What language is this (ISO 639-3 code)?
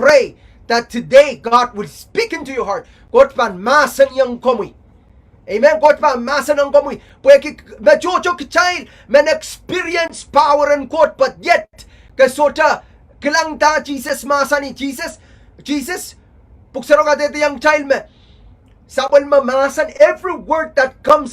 pon